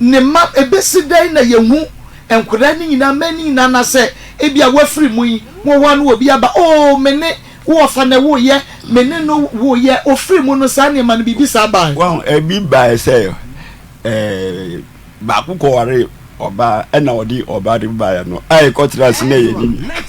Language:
Akan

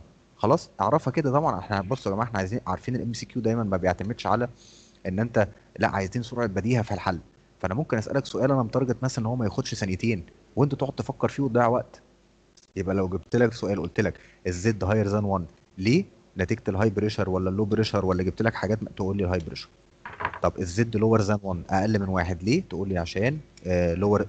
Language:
Egyptian Arabic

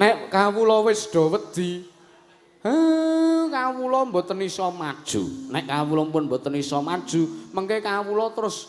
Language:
Javanese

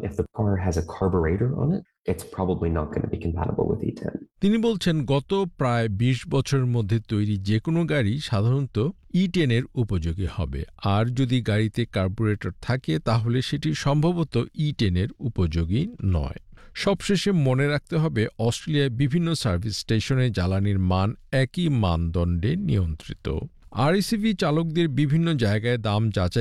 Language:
Bangla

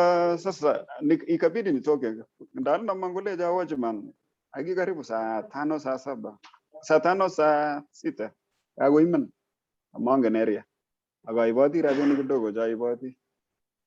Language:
Kalenjin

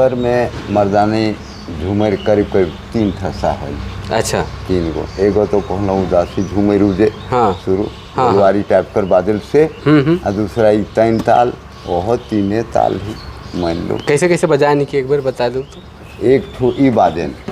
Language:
Sadri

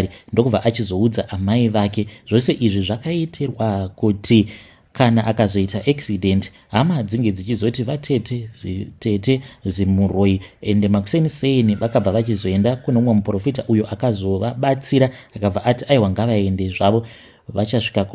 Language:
Shona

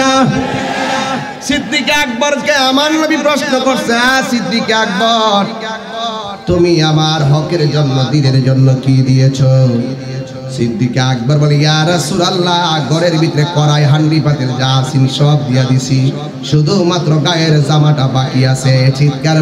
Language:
Bangla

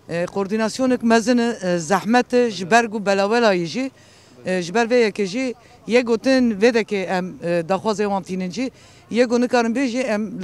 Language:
Kurdish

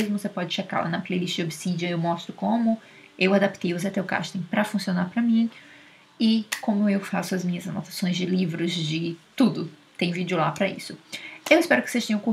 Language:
Portuguese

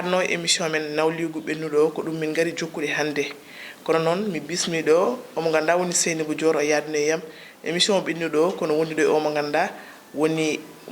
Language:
Fula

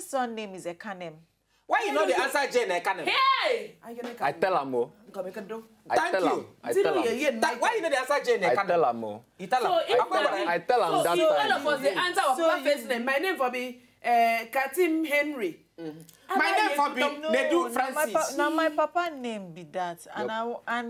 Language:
Nigerian Pidgin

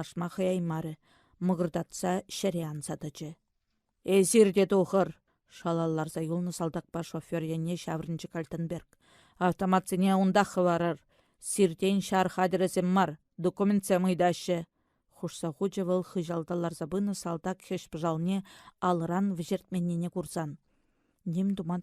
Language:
Chuvash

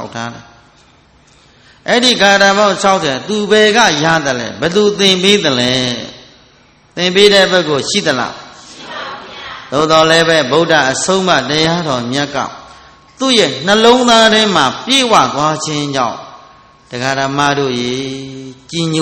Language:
Burmese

